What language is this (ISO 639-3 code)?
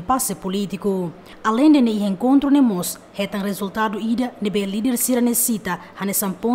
tet